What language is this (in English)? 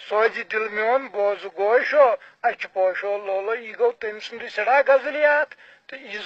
Kashmiri